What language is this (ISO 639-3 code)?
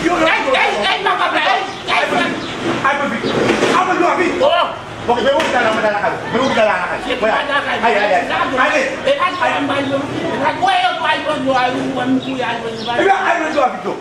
hat